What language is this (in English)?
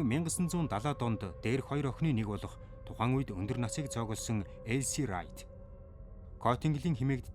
Mongolian